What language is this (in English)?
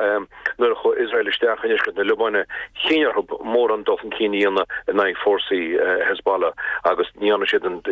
Irish